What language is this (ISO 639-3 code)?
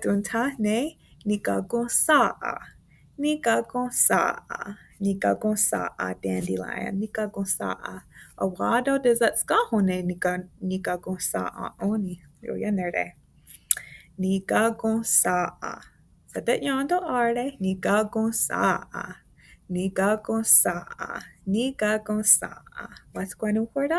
moh